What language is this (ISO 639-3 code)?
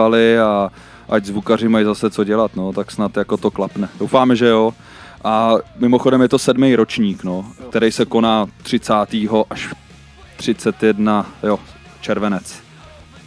ces